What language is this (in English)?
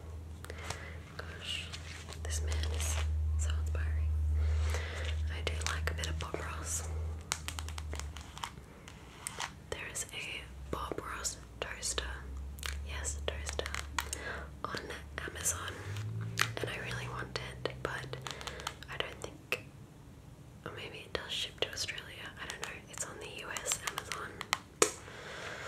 English